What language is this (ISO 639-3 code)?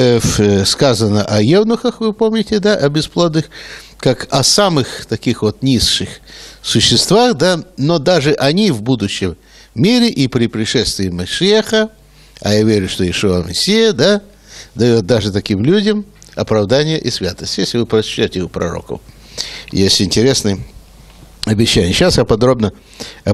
rus